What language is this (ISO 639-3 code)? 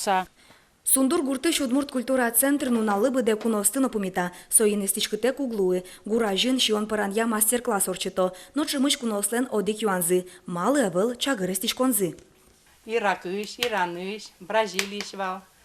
udm